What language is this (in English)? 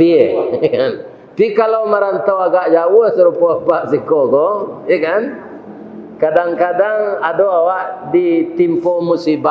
Minangkabau